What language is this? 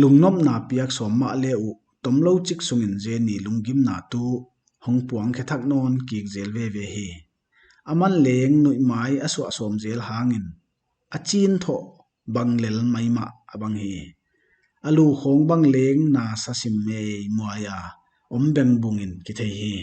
Paite Chin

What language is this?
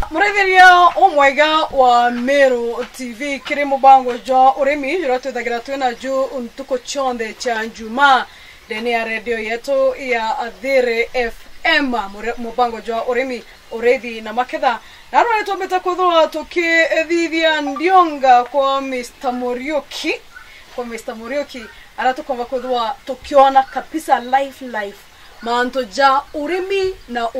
Meru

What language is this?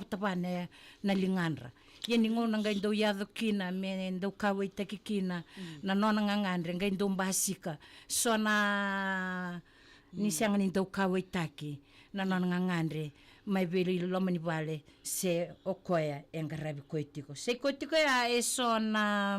Fijian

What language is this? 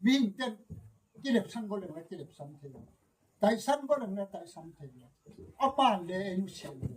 Gangte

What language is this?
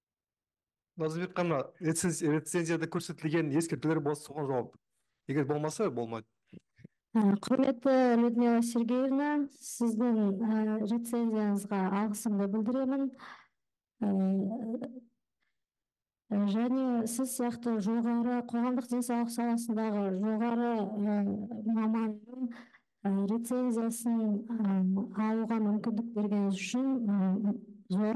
Kazakh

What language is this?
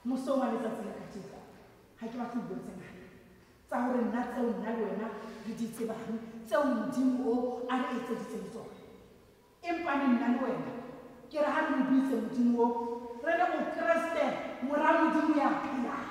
Tswana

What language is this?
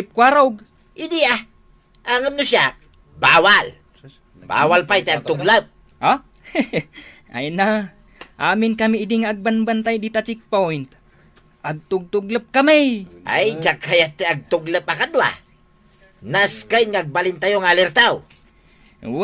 Iloko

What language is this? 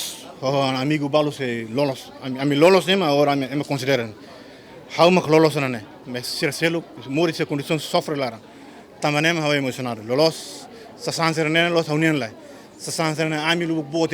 Tetum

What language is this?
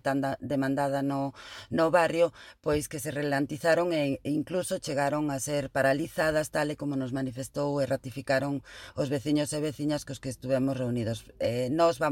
Galician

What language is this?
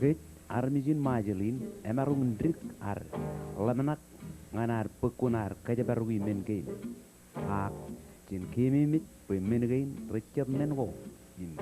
Marshallese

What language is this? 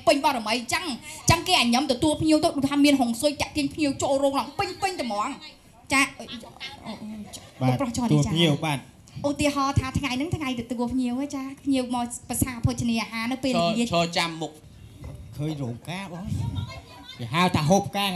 Khmer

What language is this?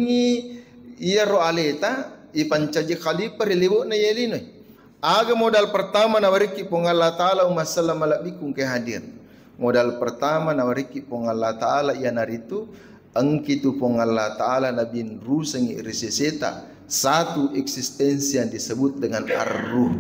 Buginese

